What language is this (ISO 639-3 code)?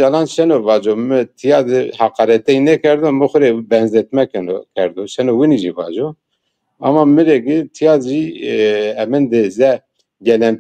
zza